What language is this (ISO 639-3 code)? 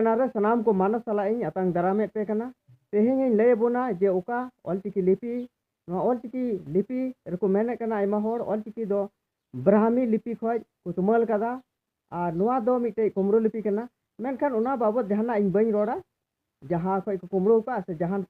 sat